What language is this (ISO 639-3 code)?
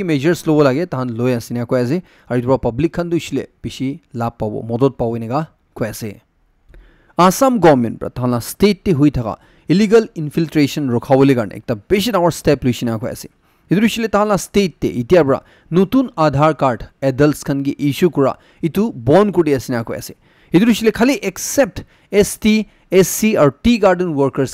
nag